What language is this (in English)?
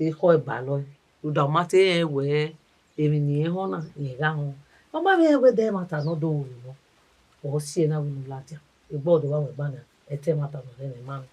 Bini